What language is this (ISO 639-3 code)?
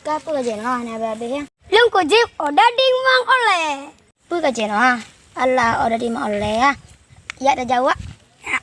ace